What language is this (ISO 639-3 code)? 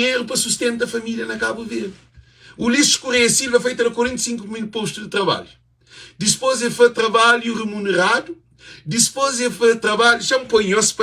kea